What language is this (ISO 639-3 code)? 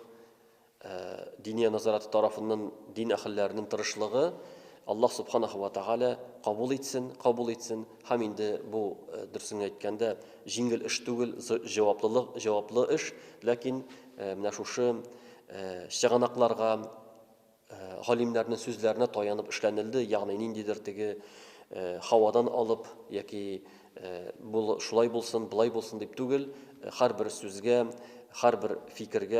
tat